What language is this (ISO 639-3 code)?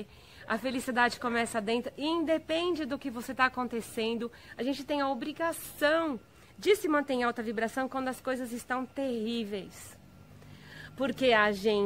por